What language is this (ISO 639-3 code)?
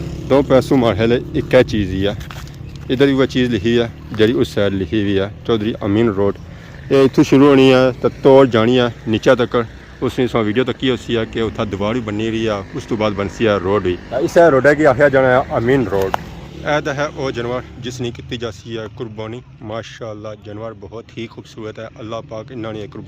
phr